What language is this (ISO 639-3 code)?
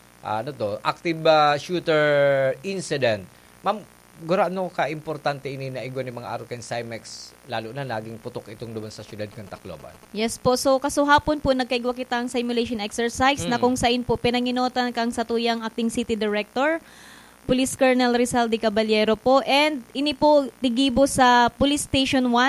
bik